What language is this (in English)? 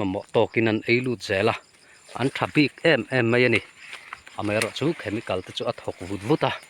Mizo